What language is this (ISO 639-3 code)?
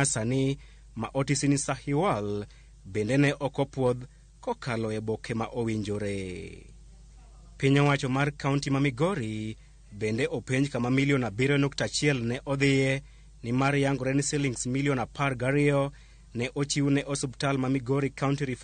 luo